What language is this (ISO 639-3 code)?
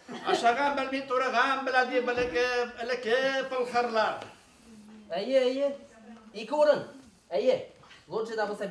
bak